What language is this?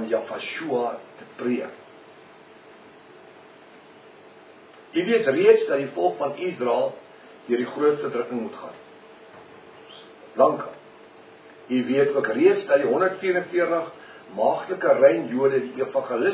Afrikaans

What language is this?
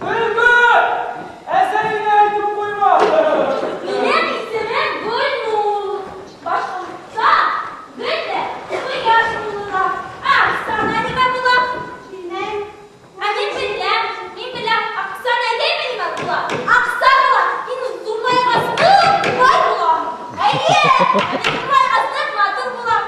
Bashkir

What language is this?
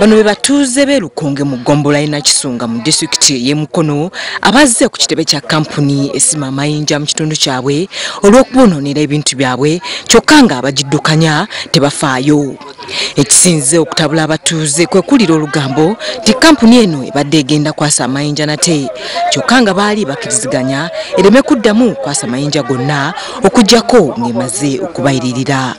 Ganda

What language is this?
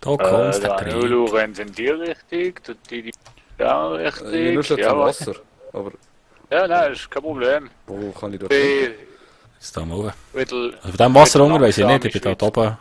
Swiss German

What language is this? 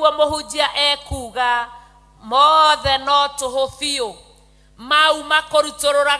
Kikuyu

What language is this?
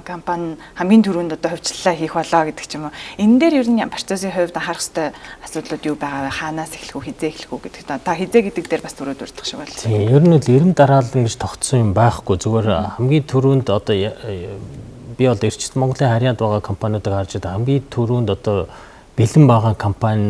Mongolian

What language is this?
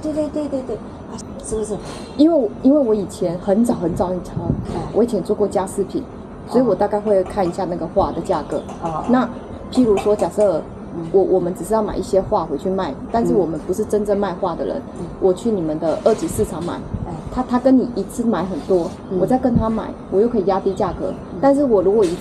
Chinese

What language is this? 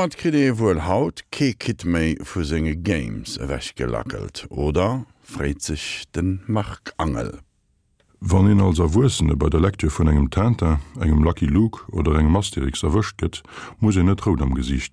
Luxembourgish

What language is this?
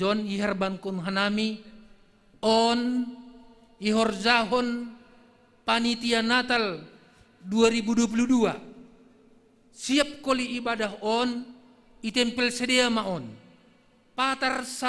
Batak Simalungun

